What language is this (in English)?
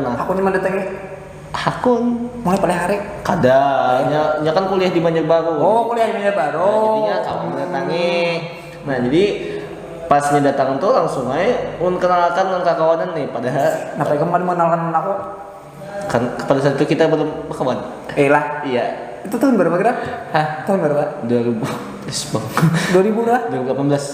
Banjar